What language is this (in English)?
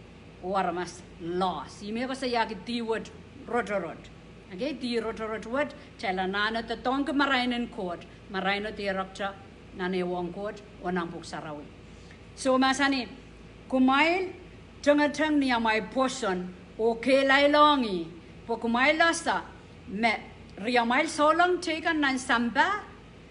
Pohnpeian